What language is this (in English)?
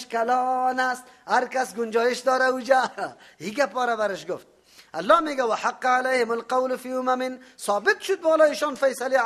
Persian